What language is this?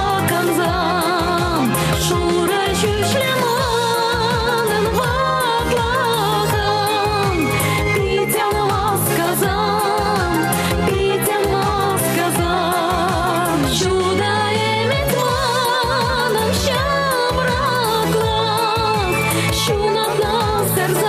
Chuvash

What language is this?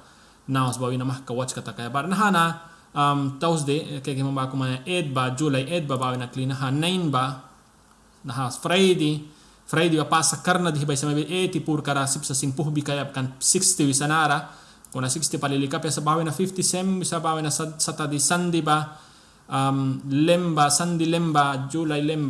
Mískito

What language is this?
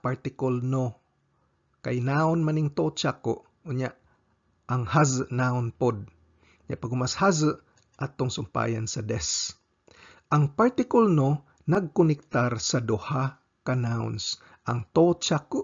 Cebuano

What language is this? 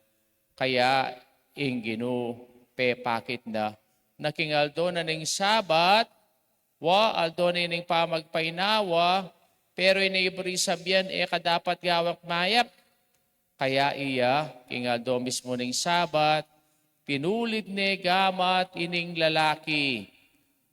Pampanga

